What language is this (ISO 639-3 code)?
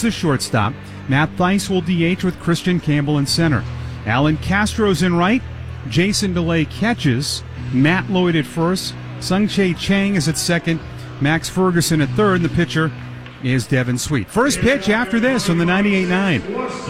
eng